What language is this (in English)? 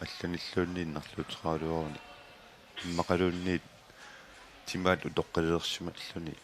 Kalaallisut